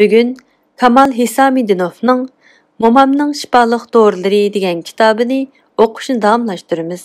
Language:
Uyghur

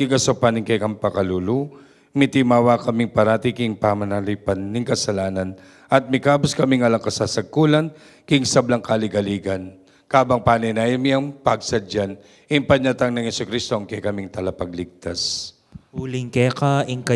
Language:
Pampanga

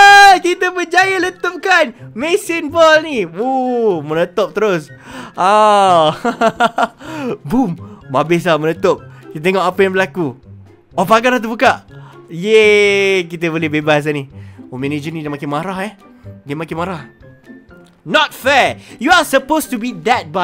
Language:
Malay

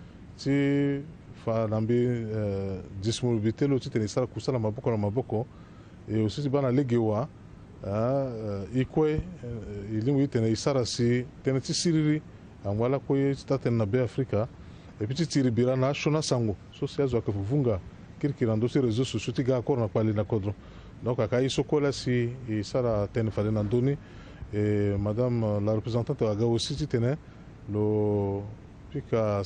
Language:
Sango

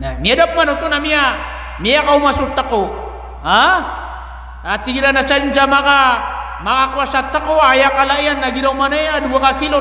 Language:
Maranao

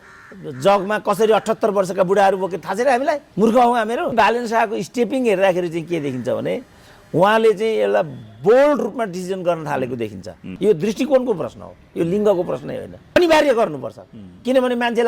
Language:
Nepali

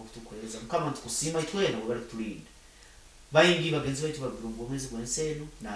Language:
Nyoro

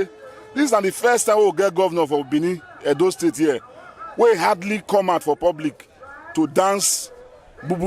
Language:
Nigerian Pidgin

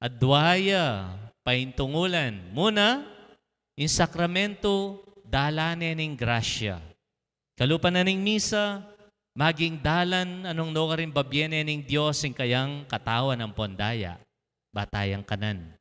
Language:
Pampanga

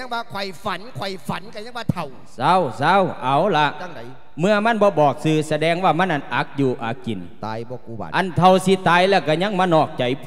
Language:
Lao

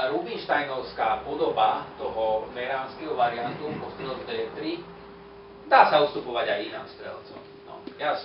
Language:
Slovak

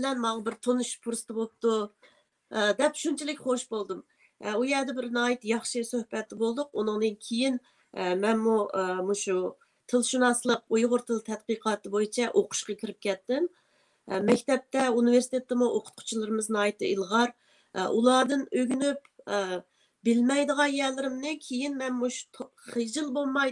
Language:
Uyghur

